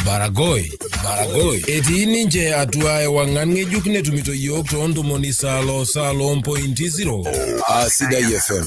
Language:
Masai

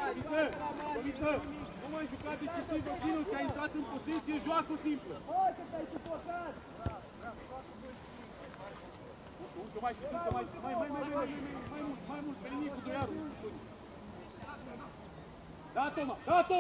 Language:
Romanian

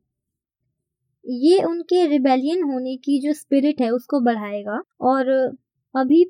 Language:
Hindi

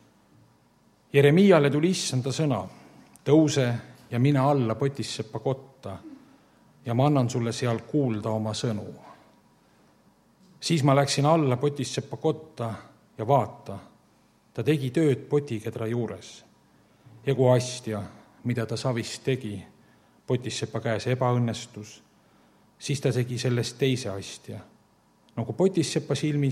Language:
Estonian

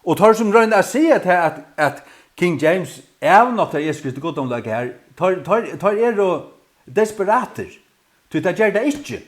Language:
Faroese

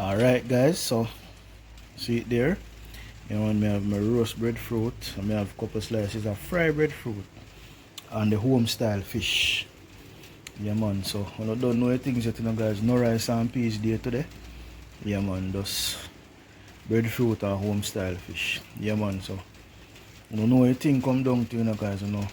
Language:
Jamaican Creole English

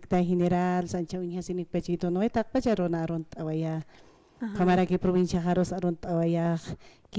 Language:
Aymara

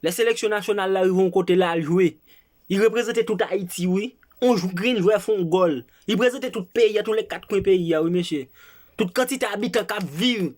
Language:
Haitian Creole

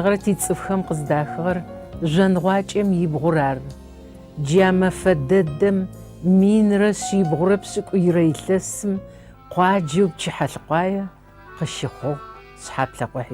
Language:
Adyghe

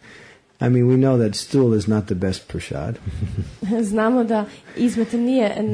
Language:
Croatian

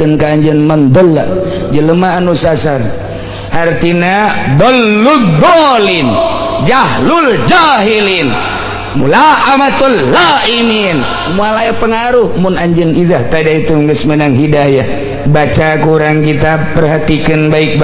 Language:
Sundanese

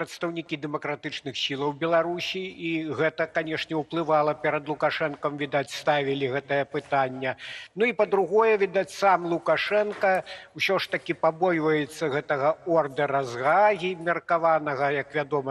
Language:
Belarusian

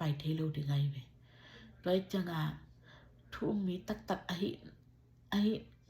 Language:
Tedim Chin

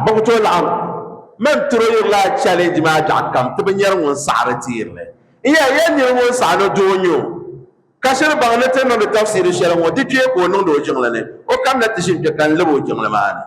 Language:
Dagbani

